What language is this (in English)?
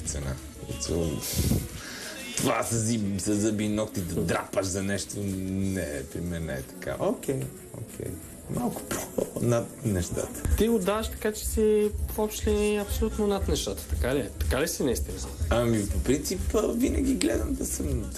Bulgarian